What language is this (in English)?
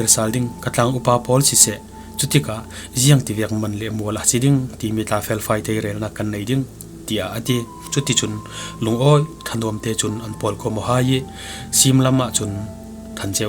Falam Chin